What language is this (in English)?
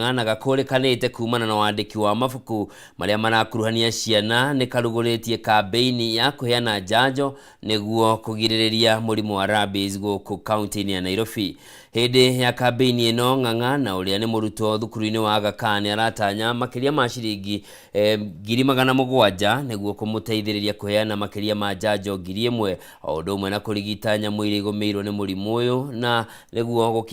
Kikuyu